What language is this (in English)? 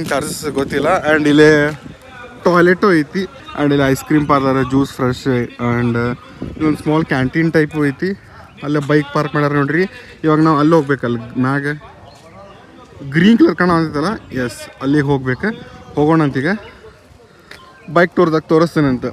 Kannada